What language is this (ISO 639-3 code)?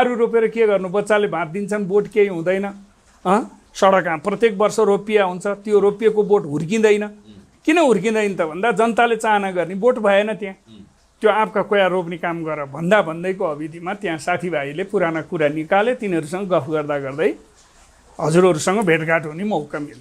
nep